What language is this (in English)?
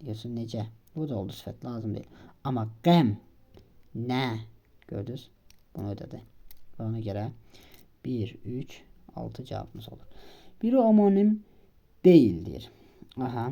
Azerbaijani